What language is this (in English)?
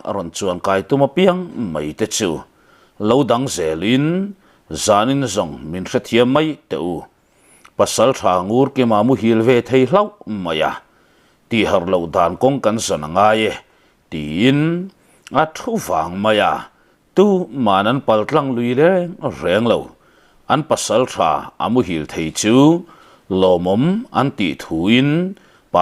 Mizo